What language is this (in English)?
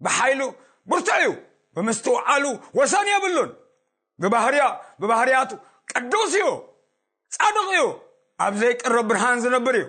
Tigrinya